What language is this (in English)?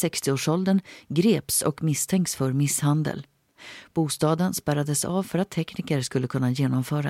Swedish